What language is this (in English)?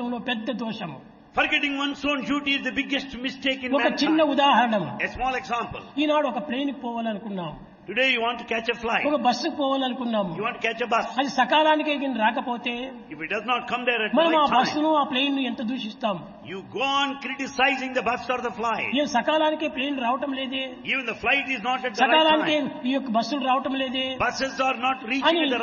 Telugu